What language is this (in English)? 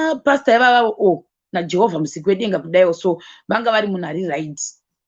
Shona